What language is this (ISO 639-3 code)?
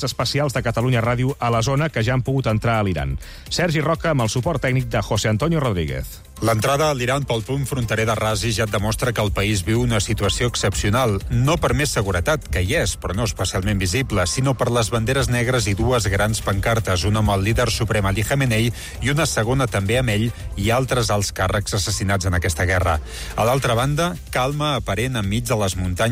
cat